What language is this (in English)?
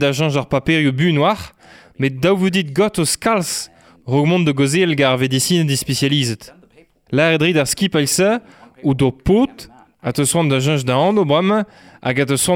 Breton